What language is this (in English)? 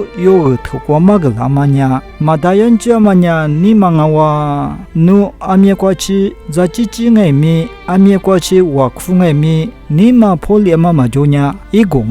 Lisu